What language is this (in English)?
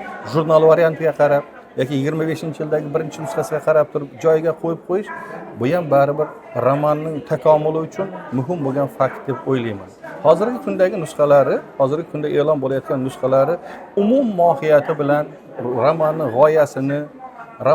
Uzbek